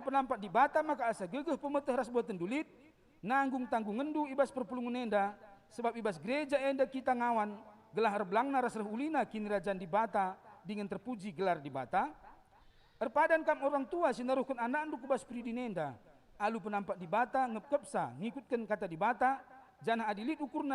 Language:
Batak Karo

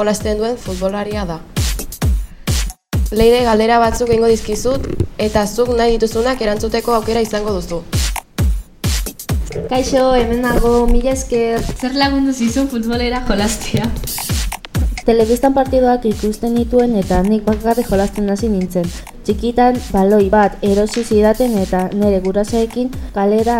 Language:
Basque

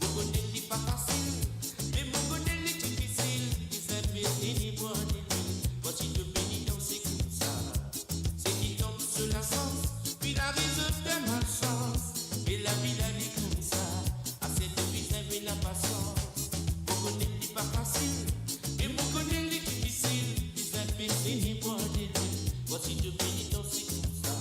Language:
Morisyen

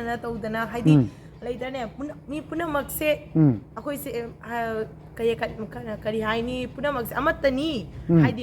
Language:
Manipuri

